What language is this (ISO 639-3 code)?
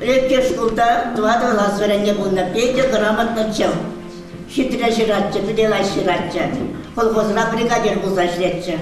chv